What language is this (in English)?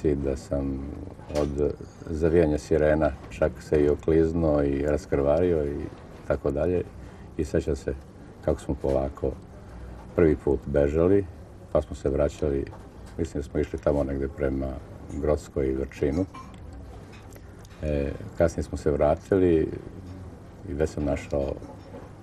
Serbian